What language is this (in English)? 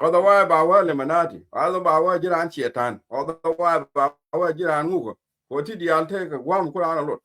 Nuer